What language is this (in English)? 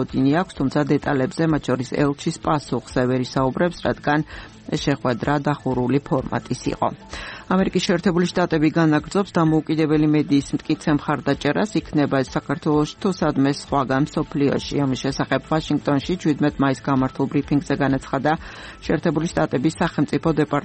Georgian